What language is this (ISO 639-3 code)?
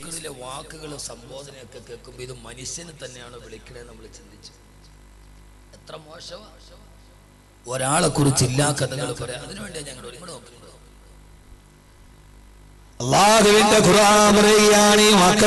mal